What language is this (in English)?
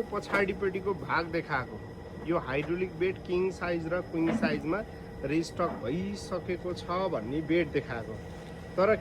Nepali